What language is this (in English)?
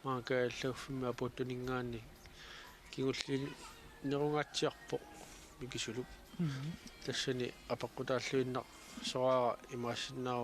Kalaallisut